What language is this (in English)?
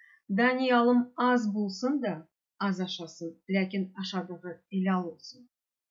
Crimean Tatar